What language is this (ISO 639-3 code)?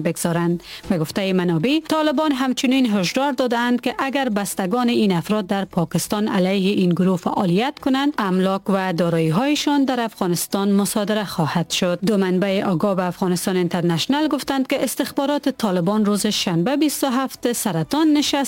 fas